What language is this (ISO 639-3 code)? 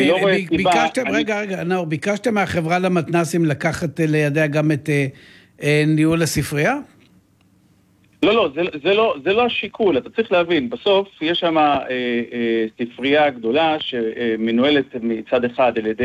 heb